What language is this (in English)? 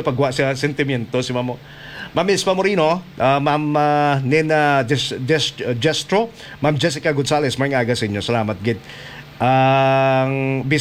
Hiligaynon